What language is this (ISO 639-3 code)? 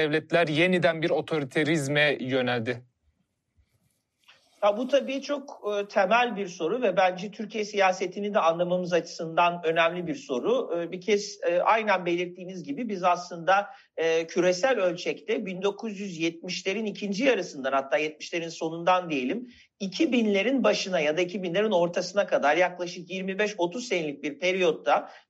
tur